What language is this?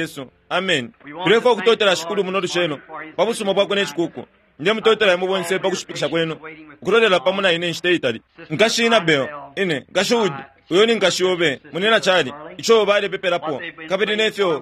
Bemba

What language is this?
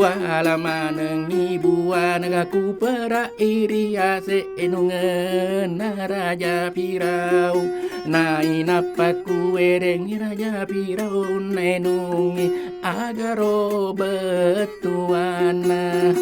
Buginese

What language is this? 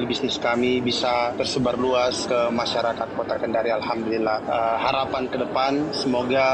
Indonesian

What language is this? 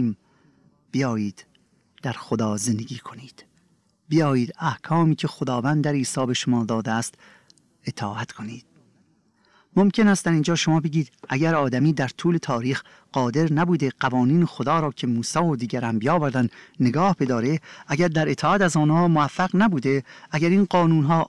Persian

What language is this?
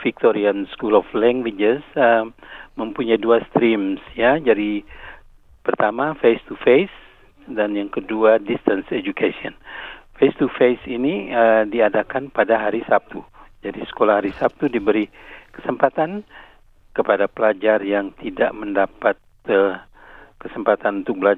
Indonesian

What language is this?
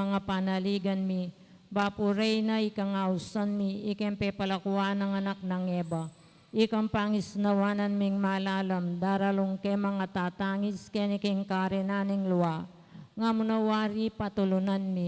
Pampanga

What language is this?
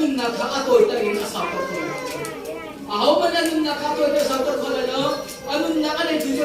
Hakha Chin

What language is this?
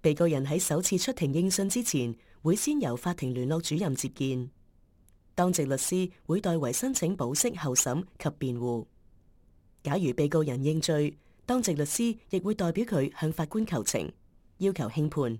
Cantonese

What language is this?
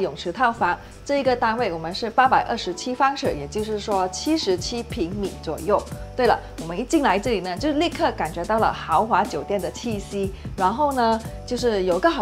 Chinese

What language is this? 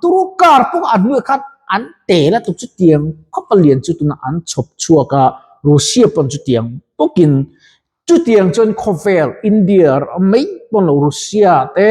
Mizo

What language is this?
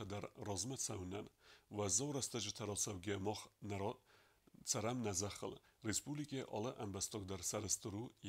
Ossetic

